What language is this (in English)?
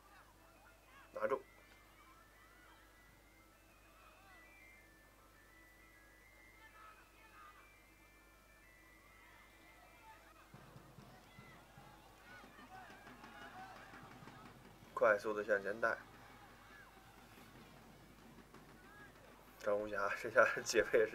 Chinese